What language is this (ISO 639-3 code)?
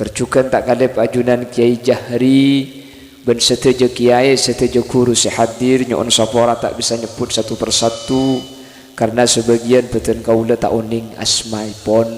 mad